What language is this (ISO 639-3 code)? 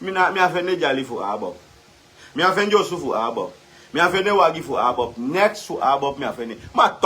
srn